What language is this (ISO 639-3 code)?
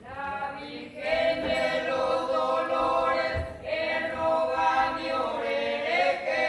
grn